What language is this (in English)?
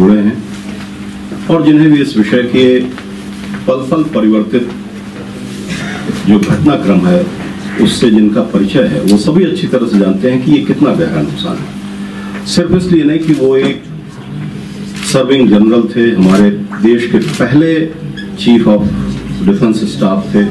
Hindi